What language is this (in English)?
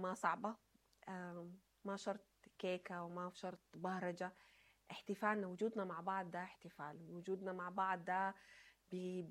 Sudanese Arabic